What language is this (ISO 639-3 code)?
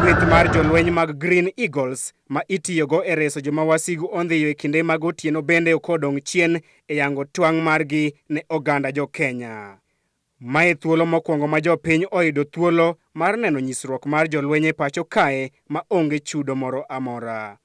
luo